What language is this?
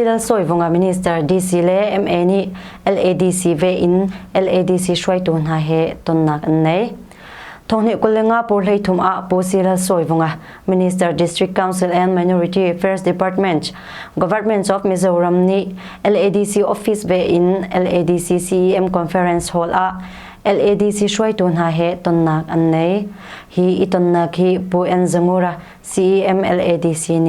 Hakha Chin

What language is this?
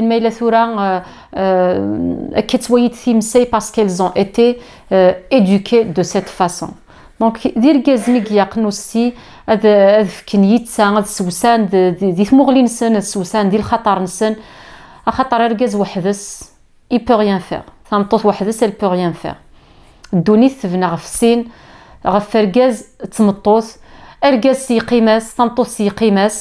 Kabyle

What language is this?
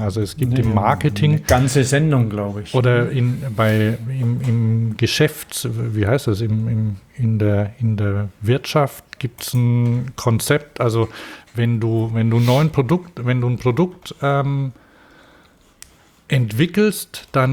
German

